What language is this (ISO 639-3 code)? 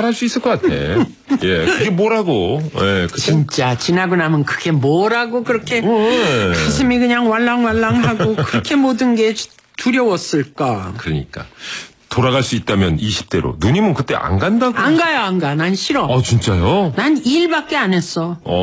kor